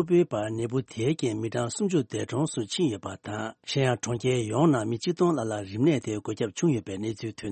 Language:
Tibetan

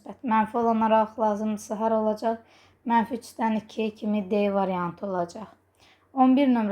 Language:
Azerbaijani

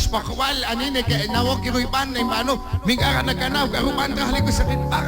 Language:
Kekchí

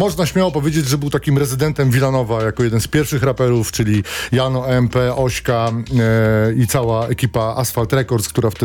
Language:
Polish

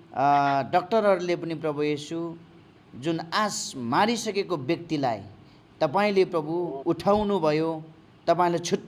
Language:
Nepali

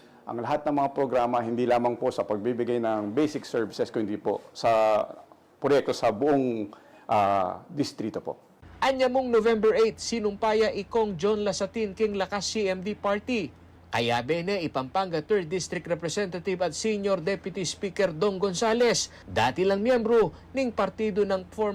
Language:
Pampanga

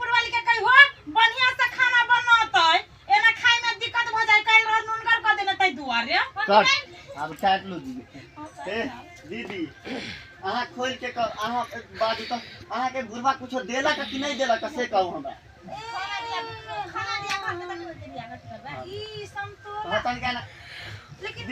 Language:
Maithili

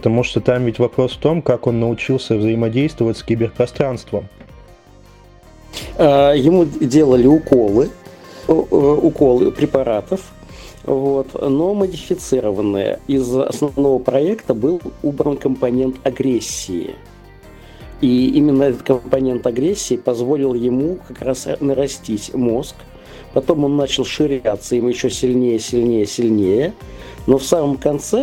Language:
Russian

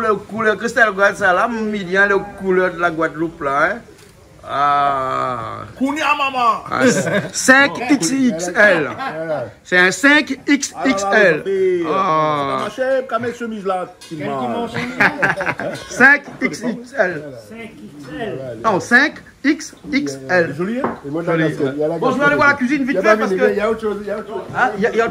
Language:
Réunion Creole French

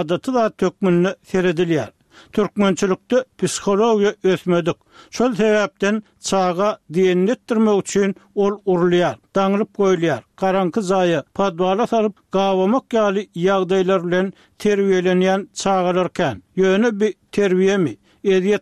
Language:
Turkmen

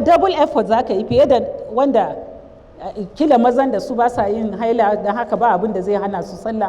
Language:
Hausa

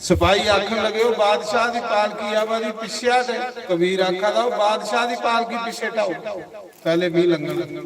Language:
Dogri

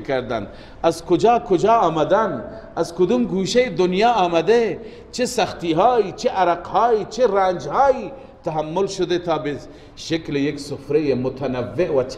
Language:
Persian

